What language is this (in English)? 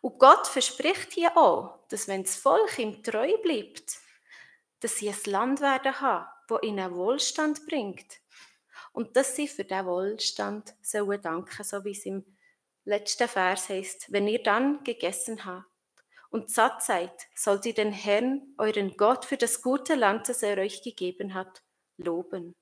Swiss German